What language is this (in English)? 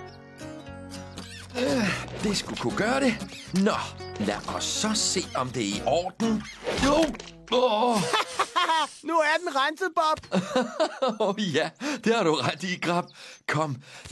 Danish